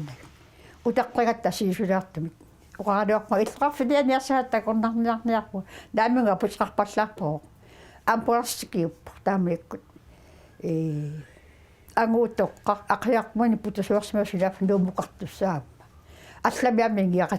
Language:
Kalaallisut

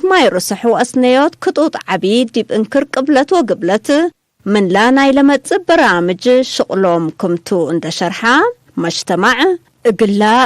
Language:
Tigre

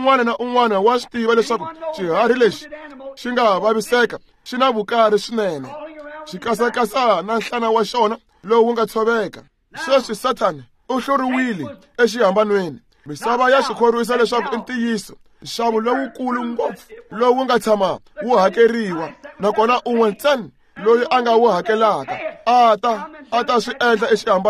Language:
Tsonga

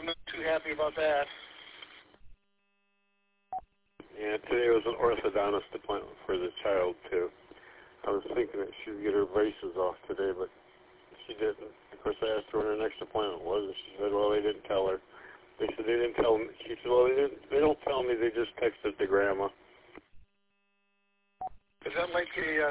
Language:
English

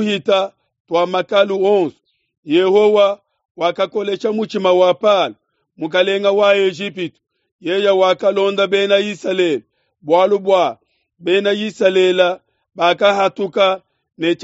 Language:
Luba-Lulua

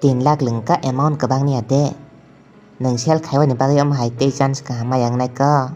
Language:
Kok Borok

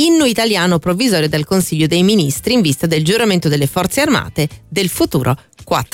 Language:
Italian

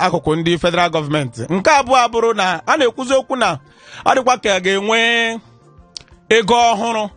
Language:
Igbo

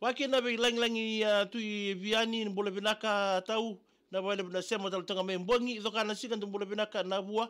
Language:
Fijian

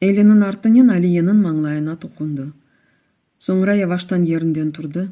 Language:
Crimean Tatar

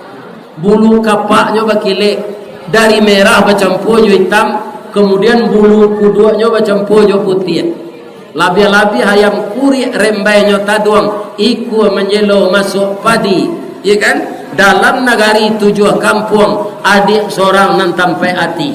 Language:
Minangkabau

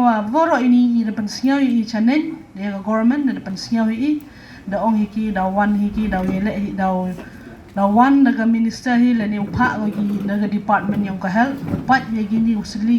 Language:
Khasi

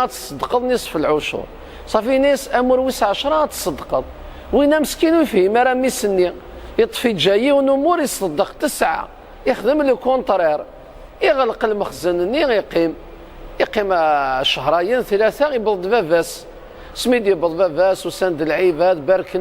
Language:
Kabyle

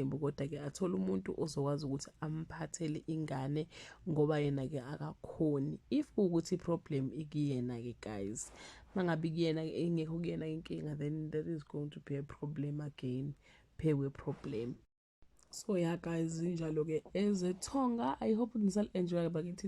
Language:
Zulu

